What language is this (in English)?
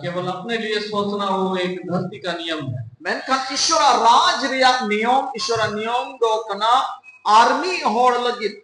Santali